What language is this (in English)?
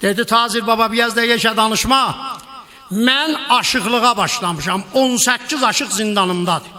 South Azerbaijani